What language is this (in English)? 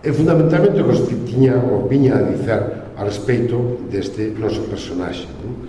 Galician